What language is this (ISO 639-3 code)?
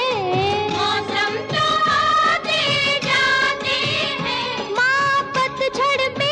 hin